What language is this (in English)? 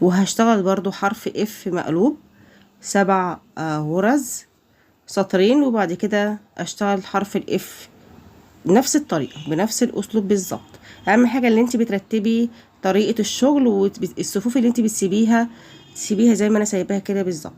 Egyptian Arabic